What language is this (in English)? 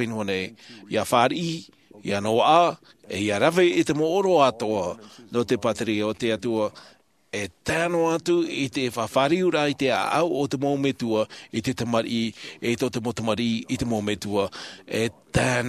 Tahitian